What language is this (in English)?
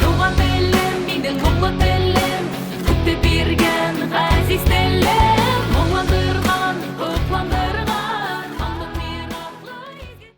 Bashkir